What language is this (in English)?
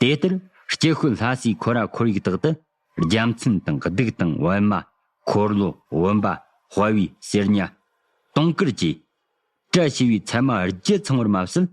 Tibetan